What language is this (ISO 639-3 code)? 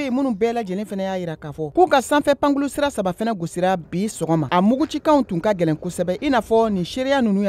bam